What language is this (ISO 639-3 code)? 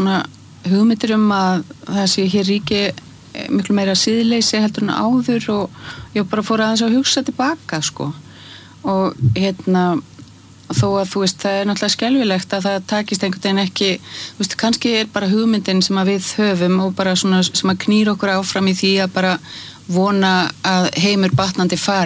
isl